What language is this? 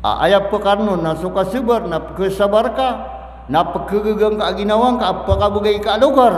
Maranao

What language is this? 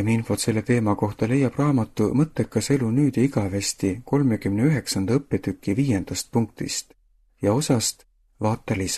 Estonian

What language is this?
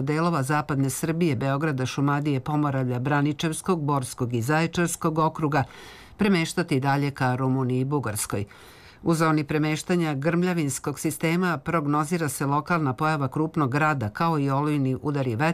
Serbian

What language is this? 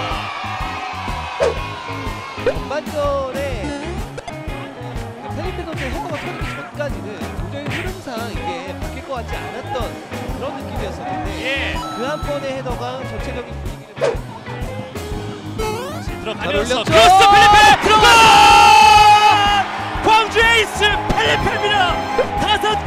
Korean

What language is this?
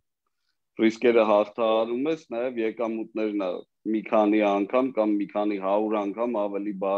Armenian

